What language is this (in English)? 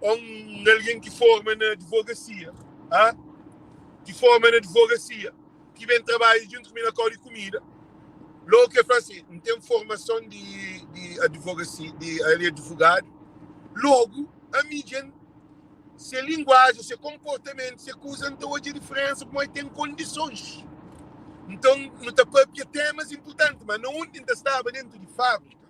Kabuverdianu